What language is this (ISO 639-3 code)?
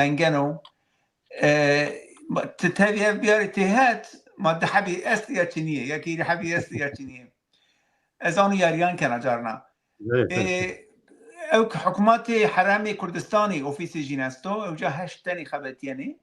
zza